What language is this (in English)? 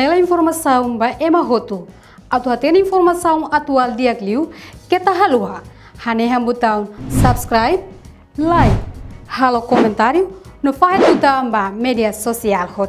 Tetum